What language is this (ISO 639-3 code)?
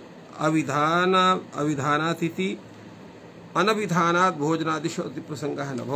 san